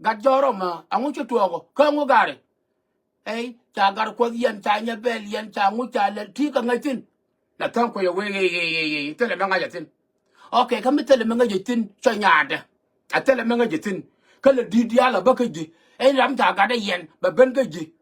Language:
Nuer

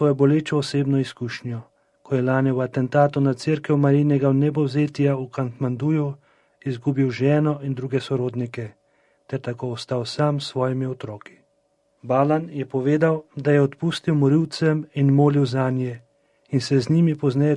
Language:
Slovenian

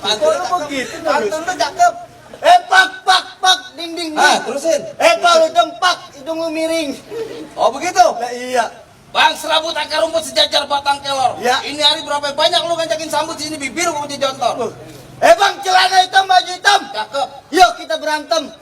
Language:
Betawi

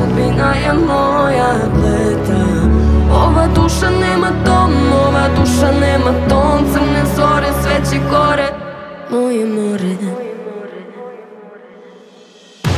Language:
Serbian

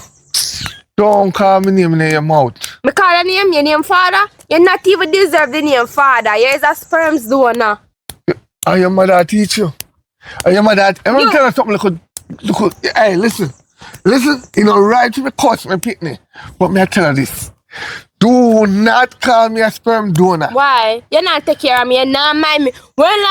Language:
Jamaican Creole English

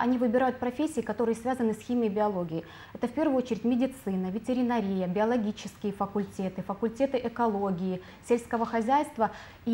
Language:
Russian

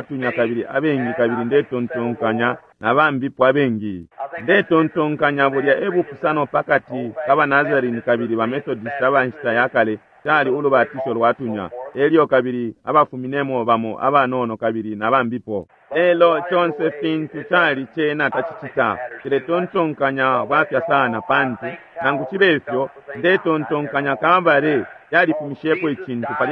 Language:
Bemba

